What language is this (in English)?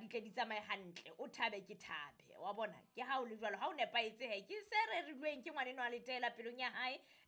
Southern Sotho